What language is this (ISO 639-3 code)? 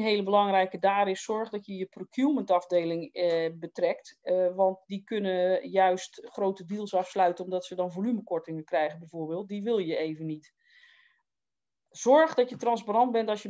nld